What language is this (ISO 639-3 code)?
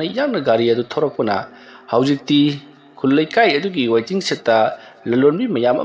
mni